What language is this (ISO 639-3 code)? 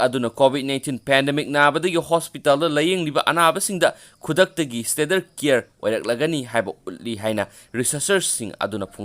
mni